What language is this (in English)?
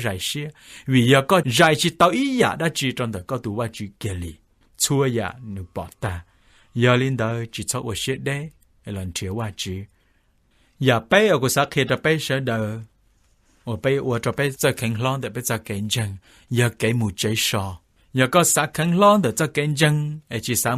Hmong